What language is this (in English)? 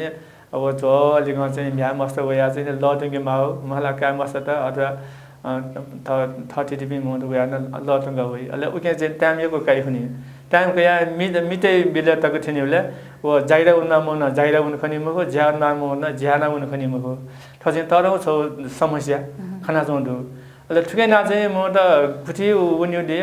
Newari